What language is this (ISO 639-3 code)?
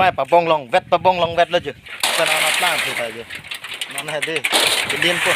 mjw